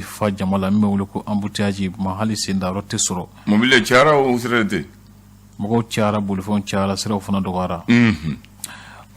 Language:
Bambara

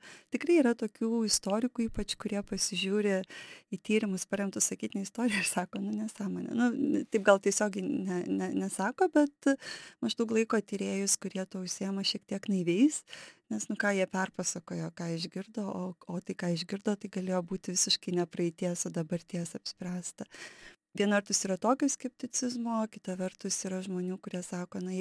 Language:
Lithuanian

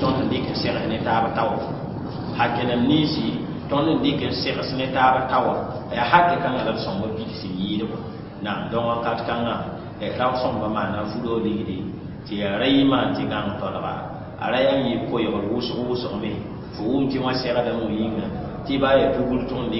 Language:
Mossi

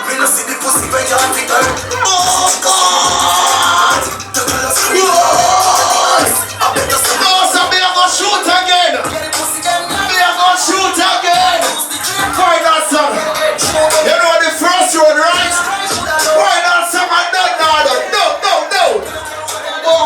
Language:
Jamaican Creole English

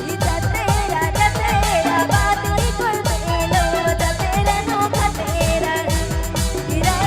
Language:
Sadri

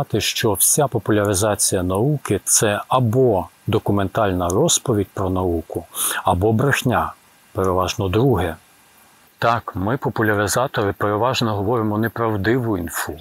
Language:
Ukrainian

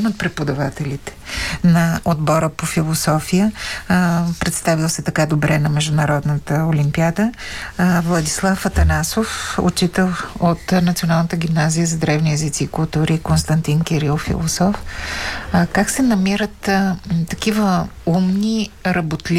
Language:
Bulgarian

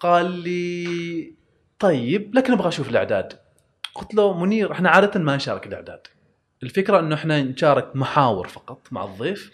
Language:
Gulf Arabic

